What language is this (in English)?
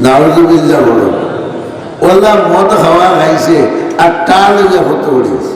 Sylheti